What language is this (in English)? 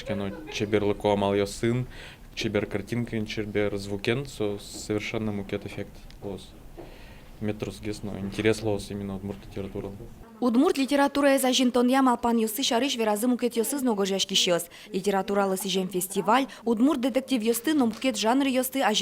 Udmurt